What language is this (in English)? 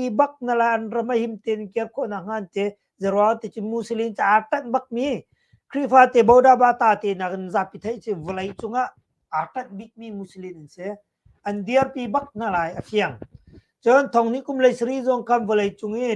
Hakha Chin